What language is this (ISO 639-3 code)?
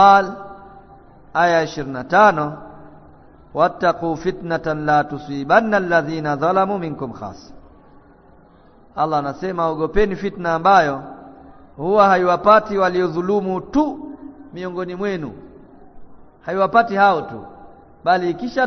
swa